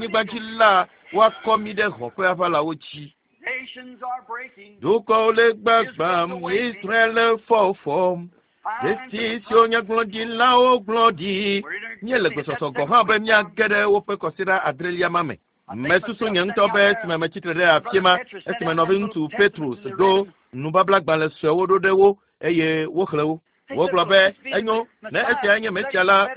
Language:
Ewe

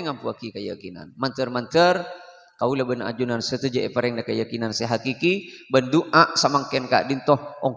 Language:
Madurese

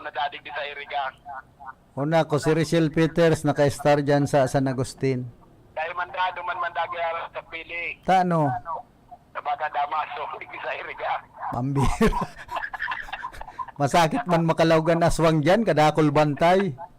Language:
Bikol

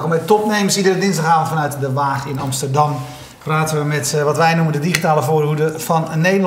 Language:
Dutch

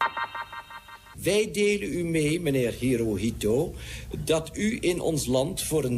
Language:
Dutch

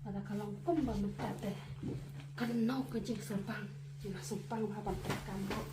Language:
Khasi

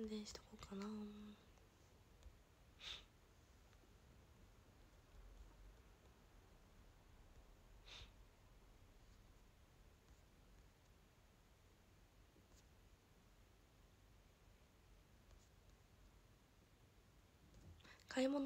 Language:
Japanese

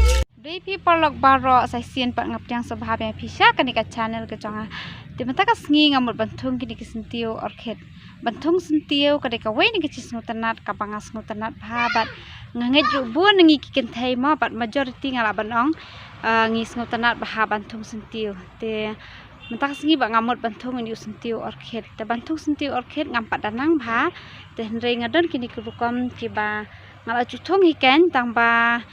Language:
Khasi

